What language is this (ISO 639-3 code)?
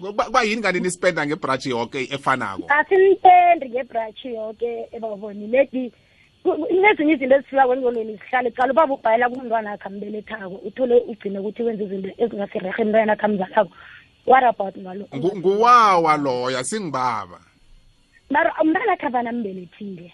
nbl